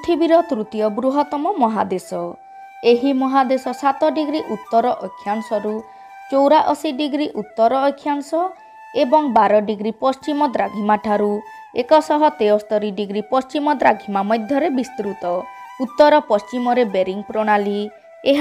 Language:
Odia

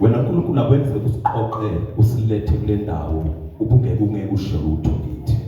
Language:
Zulu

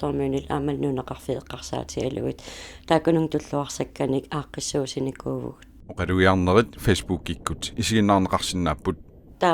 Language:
Kalaallisut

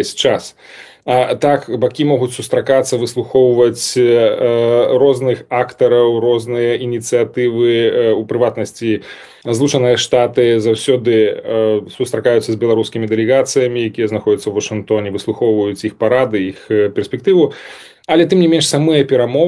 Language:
Belarusian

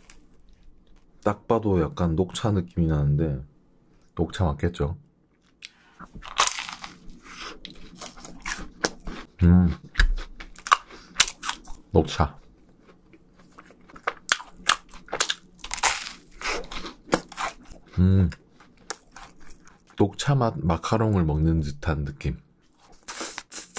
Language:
Korean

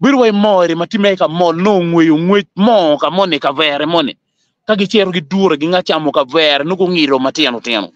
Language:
Acoli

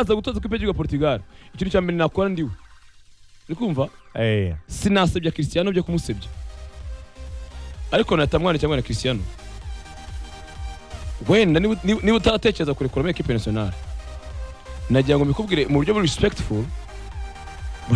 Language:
Kinyarwanda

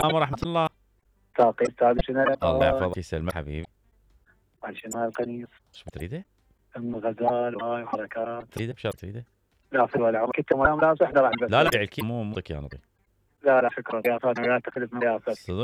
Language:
Mesopotamian Arabic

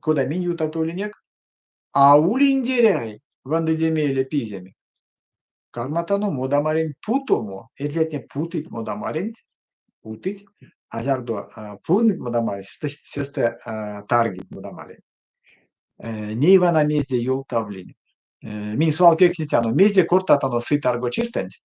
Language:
Erzya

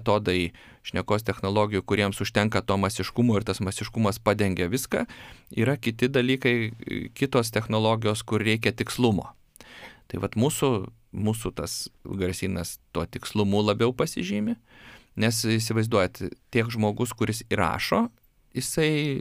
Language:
Lithuanian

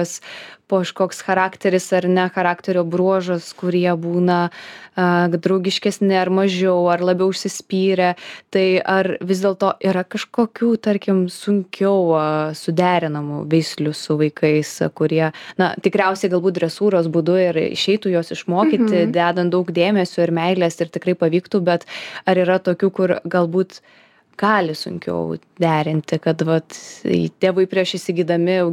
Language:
Lithuanian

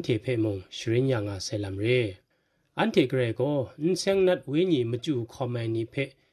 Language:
Kachin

